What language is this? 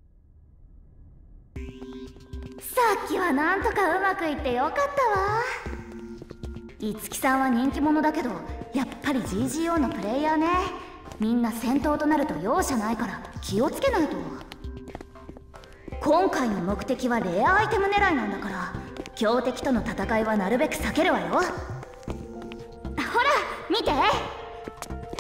Japanese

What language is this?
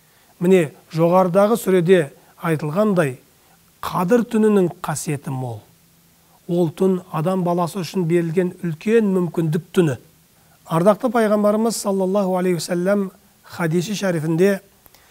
Kazakh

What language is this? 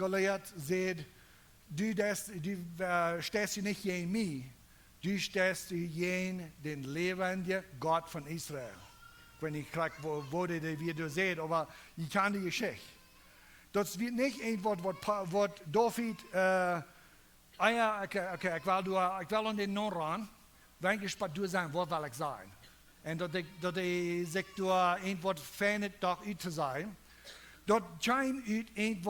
Plautdietsch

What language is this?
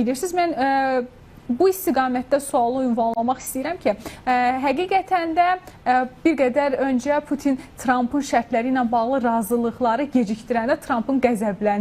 Azerbaijani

